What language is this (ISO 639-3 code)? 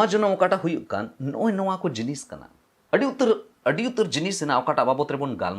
sat